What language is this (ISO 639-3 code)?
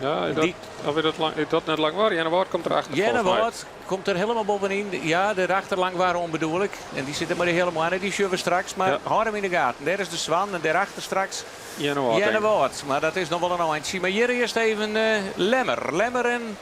fry